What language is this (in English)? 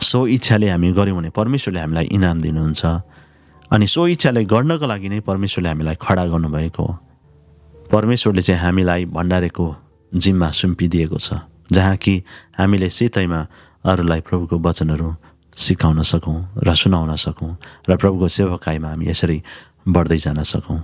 Nepali